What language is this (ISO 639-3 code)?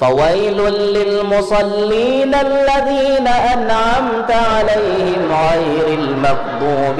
bjn